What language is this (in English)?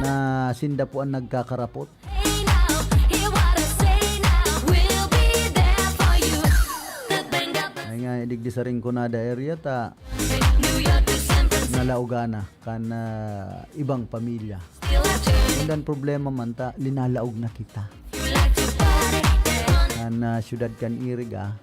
Bikol